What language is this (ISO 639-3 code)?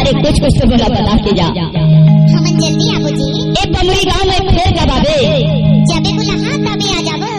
hne